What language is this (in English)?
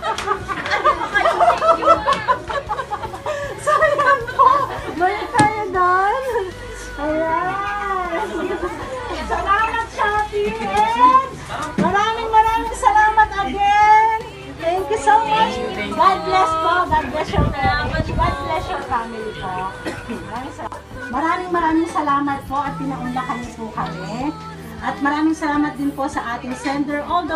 Filipino